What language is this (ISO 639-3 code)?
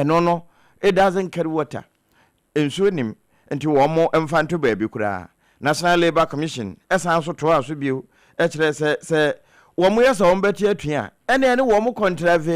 aka